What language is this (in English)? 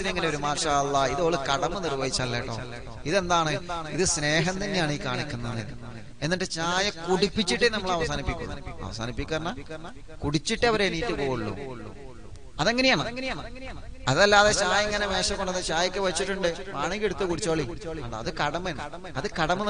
Malayalam